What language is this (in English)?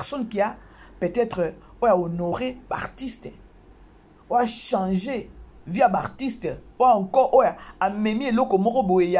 Lingala